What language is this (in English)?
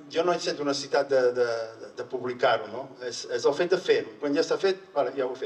Catalan